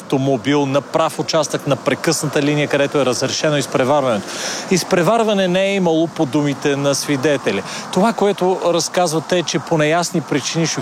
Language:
Bulgarian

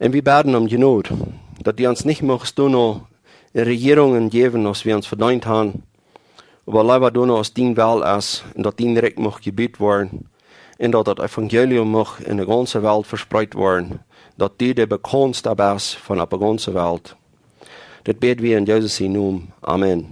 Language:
Plautdietsch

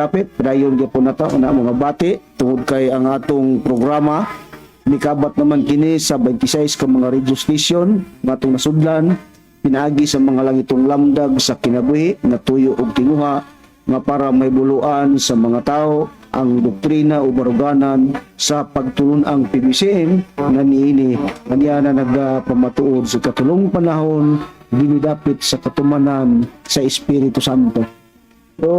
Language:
Cebuano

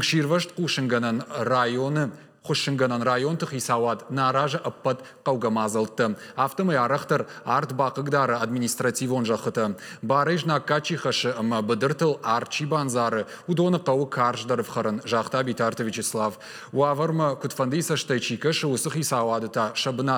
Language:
Ossetic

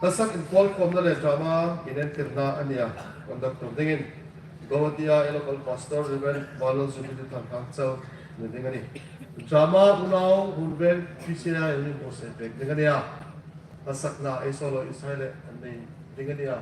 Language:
Hmar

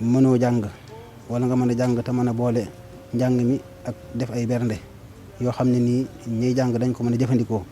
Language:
Wolof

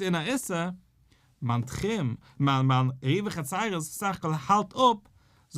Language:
Yiddish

